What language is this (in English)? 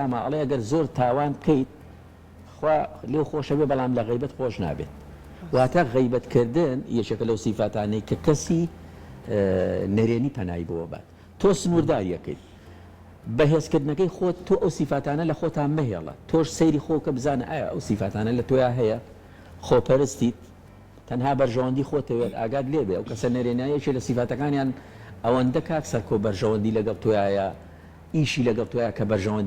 Central Kurdish